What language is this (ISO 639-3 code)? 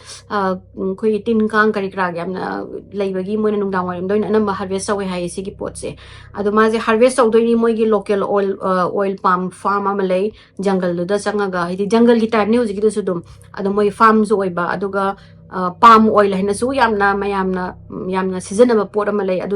mni